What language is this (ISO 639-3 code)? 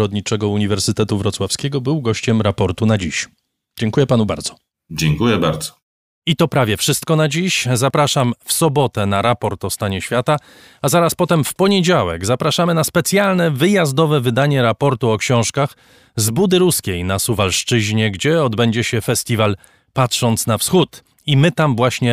pol